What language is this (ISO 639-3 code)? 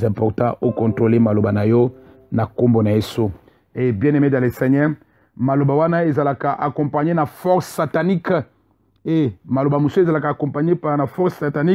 lin